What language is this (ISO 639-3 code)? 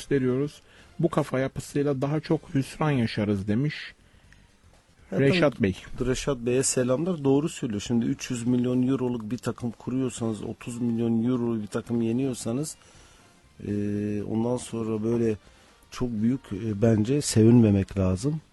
tur